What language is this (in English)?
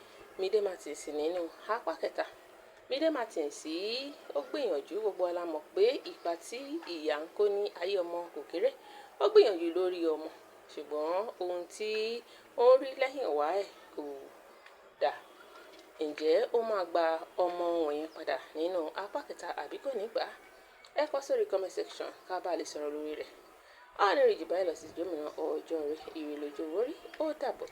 Yoruba